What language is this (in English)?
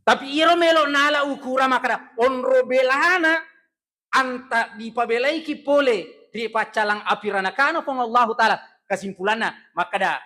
Buginese